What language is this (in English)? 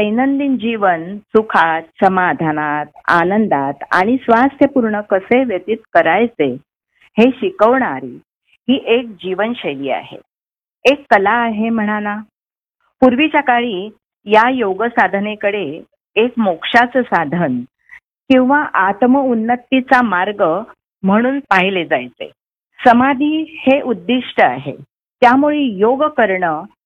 Marathi